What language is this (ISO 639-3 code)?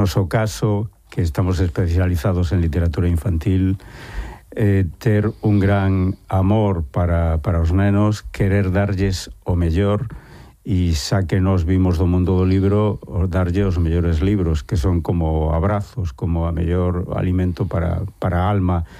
glg